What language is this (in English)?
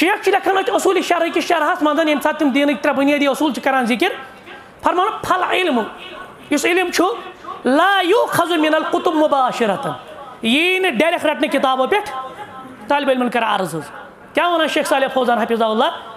Kashmiri